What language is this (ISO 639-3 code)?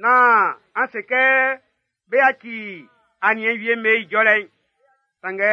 bci